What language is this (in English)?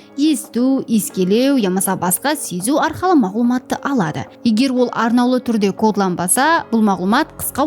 Kara-Kalpak